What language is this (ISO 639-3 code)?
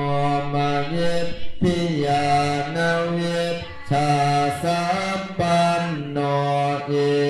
pli